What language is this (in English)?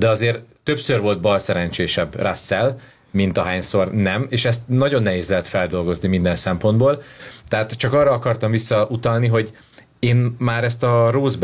Hungarian